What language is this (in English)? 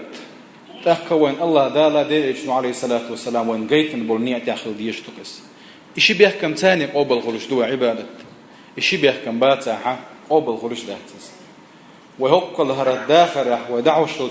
Chechen